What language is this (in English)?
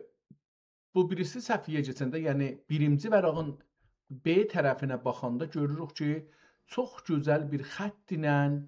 South Azerbaijani